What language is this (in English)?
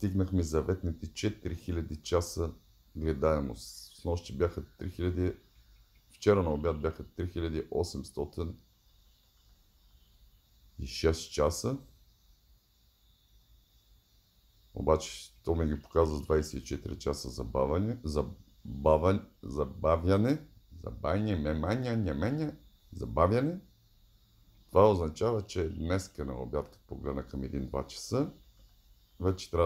Bulgarian